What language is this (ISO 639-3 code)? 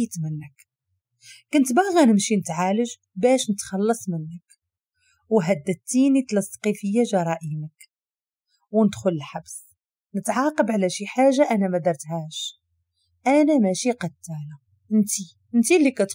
ary